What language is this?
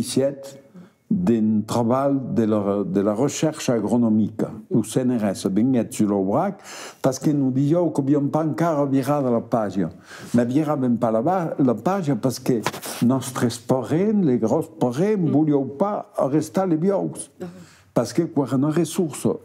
Occitan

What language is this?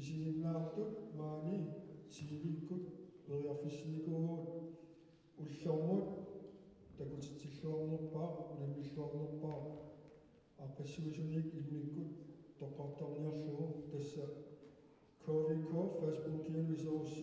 Kalaallisut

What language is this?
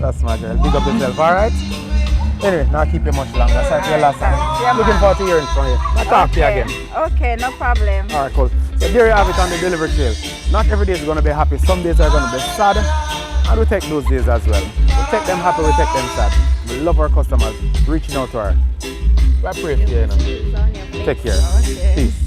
Jamaican Creole English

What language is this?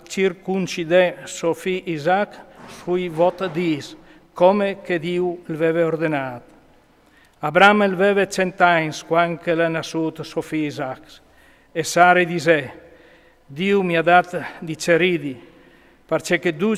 Friulian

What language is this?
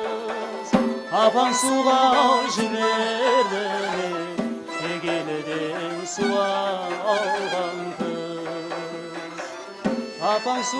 Kara-Kalpak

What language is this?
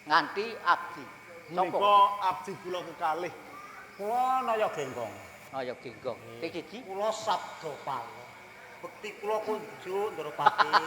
Javanese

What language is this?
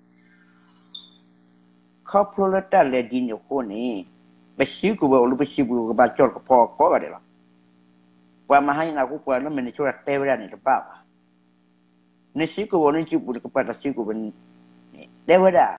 S'gaw Karen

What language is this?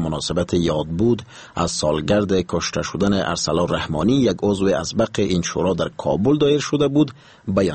Persian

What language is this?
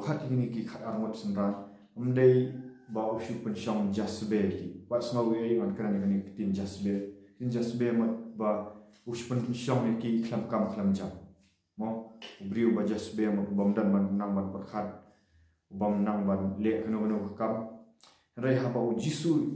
Khasi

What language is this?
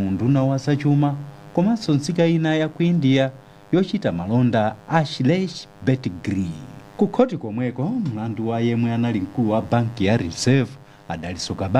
Nyanja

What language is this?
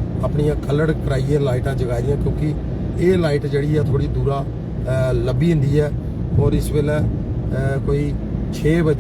Dogri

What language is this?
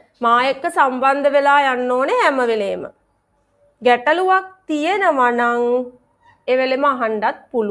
Sinhala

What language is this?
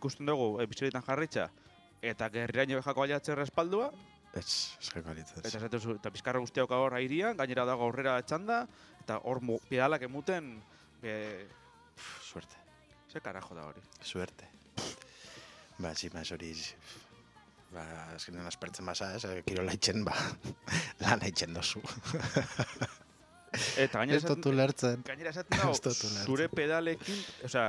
Basque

